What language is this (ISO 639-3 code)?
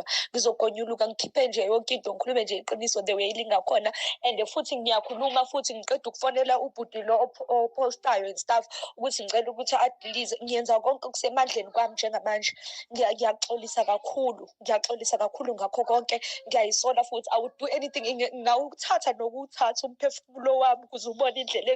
zul